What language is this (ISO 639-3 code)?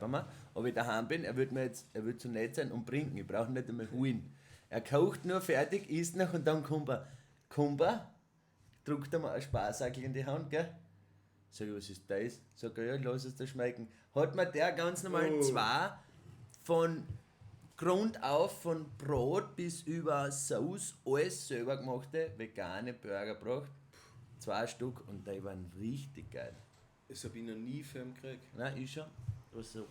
bar